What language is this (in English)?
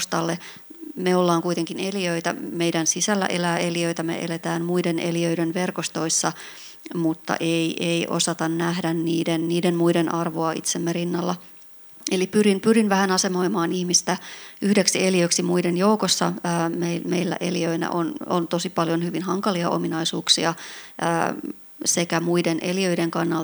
Finnish